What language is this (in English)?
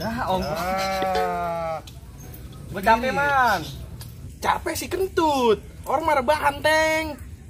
Betawi